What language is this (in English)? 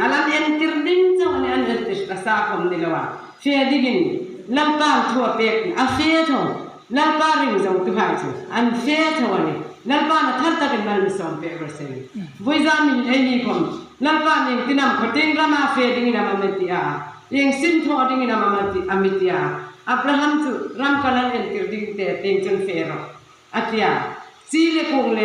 Hmar